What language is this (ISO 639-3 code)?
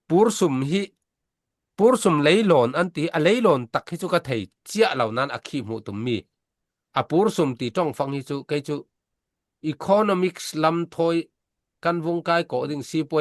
cfm